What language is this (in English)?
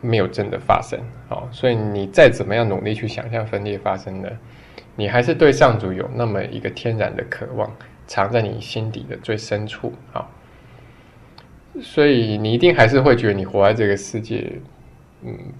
Chinese